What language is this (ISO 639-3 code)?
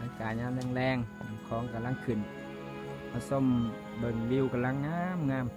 lao